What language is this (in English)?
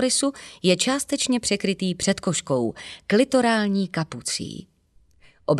Czech